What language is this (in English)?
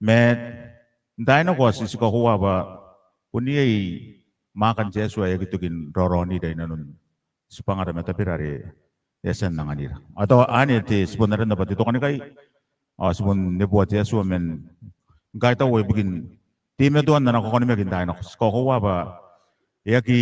Gilbertese